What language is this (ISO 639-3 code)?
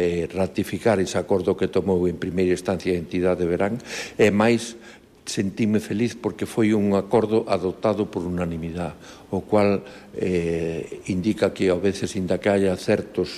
glg